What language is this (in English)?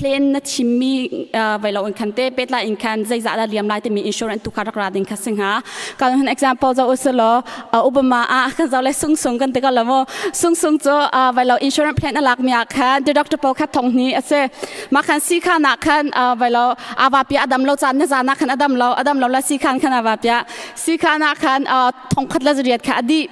Hakha Chin